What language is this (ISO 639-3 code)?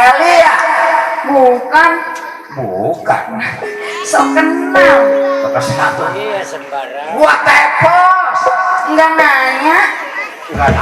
bew